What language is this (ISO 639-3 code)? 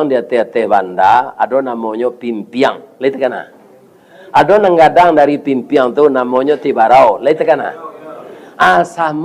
min